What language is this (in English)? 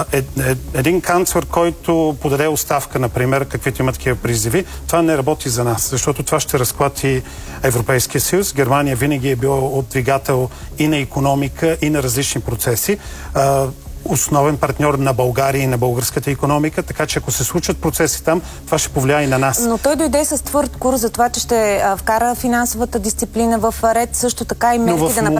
Bulgarian